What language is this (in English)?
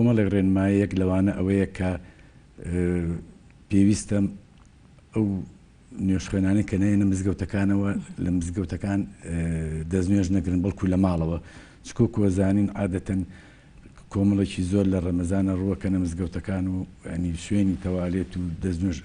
Central Kurdish